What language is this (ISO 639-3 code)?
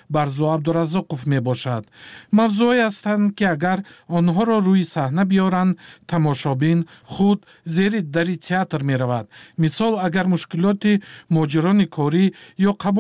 tgk